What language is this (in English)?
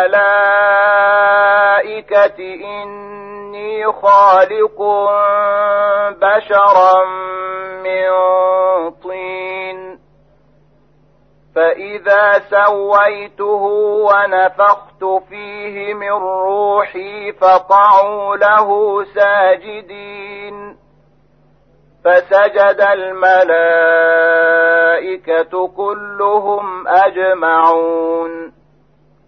Arabic